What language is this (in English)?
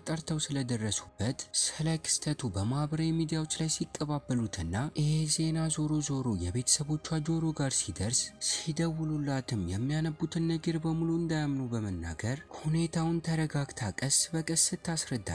Amharic